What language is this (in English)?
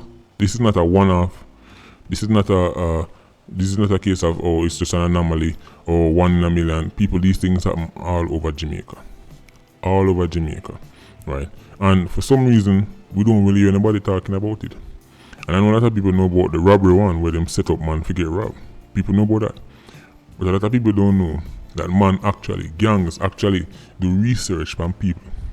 Jamaican Creole English